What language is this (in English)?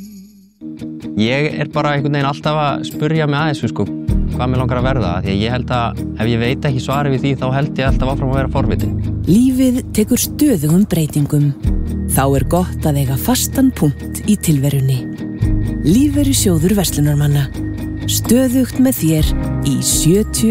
Icelandic